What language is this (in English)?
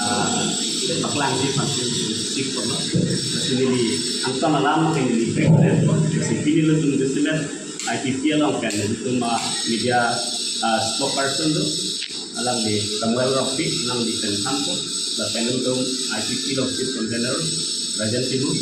Karbi